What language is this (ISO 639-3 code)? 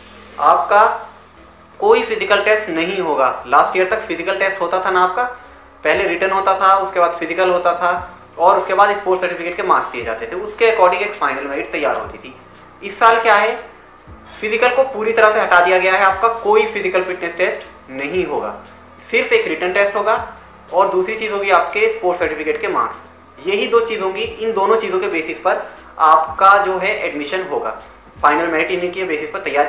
hin